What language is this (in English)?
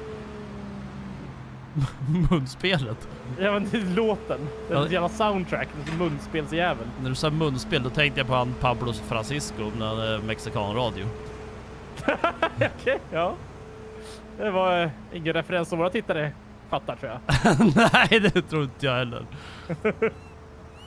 Swedish